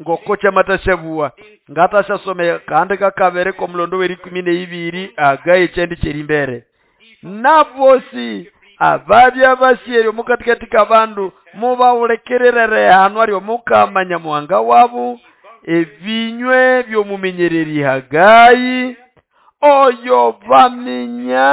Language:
Nande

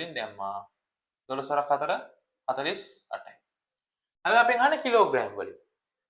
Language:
Sinhala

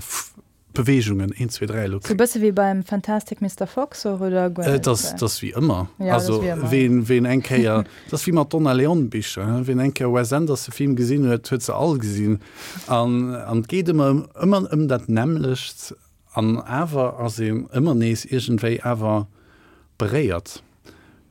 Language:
Luxembourgish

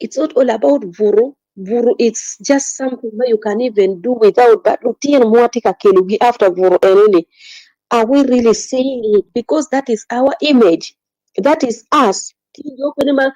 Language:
Acoli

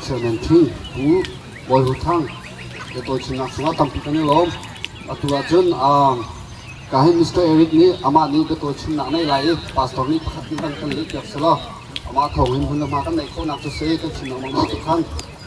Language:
Hakha Chin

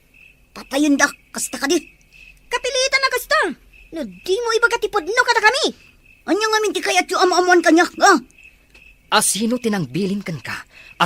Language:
Iloko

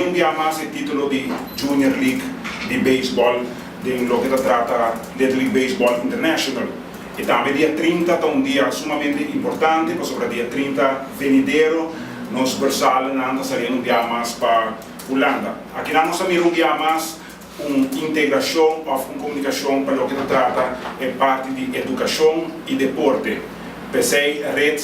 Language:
Papiamento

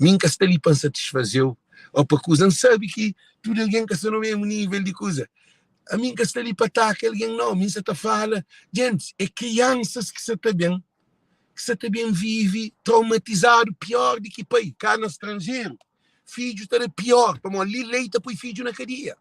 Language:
Kabuverdianu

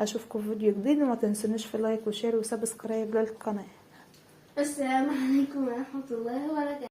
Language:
Egyptian Arabic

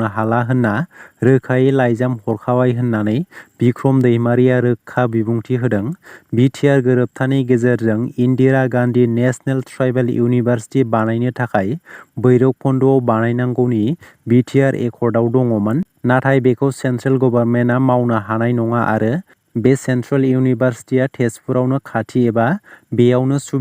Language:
Bodo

